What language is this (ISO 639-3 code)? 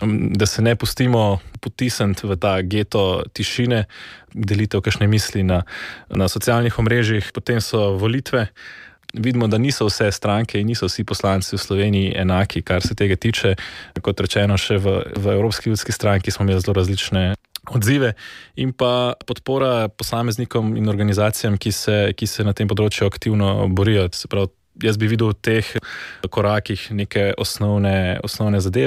slv